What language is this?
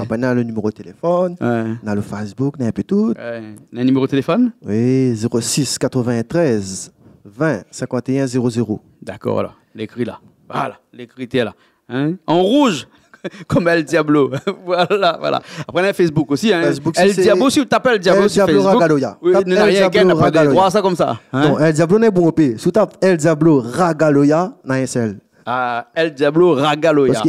Réunion Creole French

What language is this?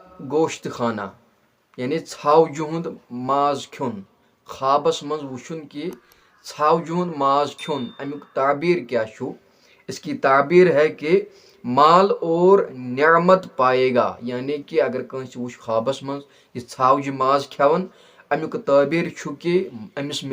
Kashmiri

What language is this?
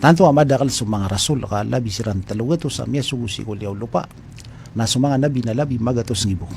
Maranao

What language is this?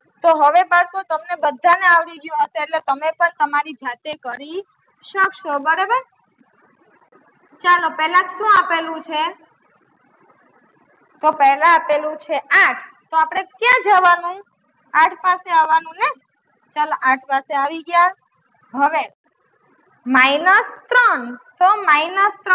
Gujarati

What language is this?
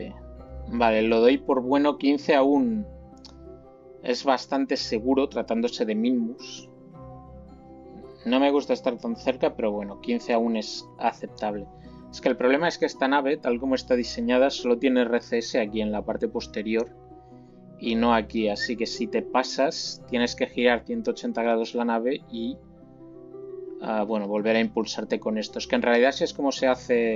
Spanish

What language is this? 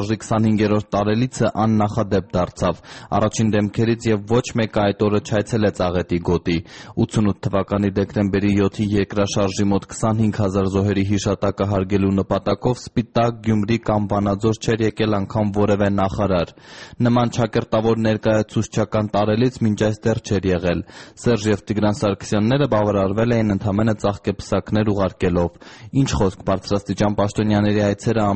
Armenian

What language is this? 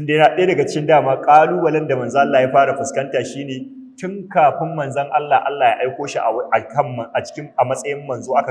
Hausa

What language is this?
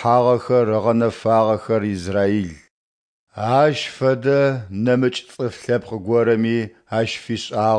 Adyghe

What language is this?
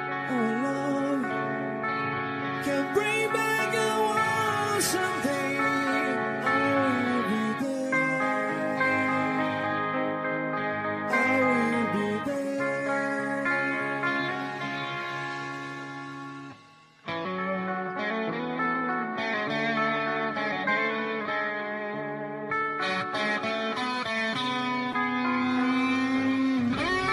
English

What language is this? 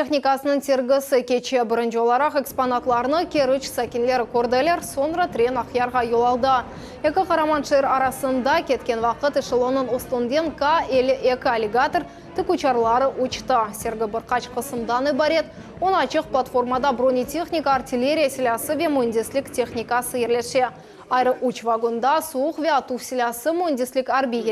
Crimean Tatar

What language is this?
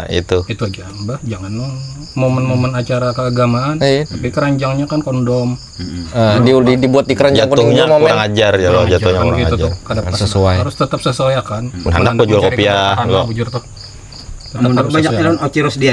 Banjar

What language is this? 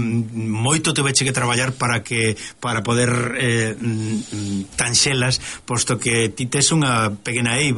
Galician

